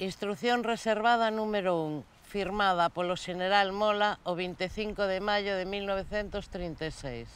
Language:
Galician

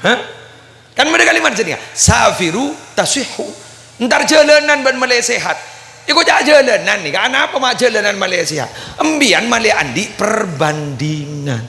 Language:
Madurese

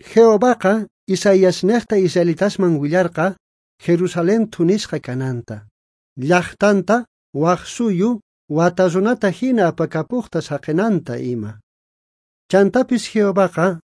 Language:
South Bolivian Quechua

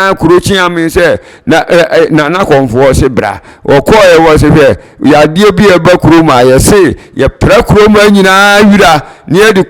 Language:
Akan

